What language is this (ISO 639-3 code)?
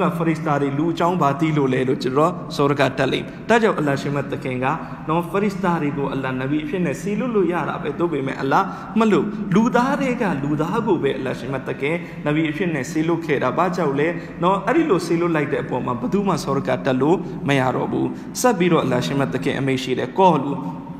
mya